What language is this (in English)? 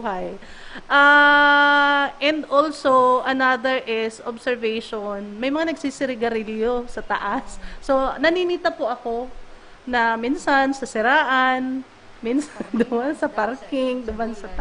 Bikol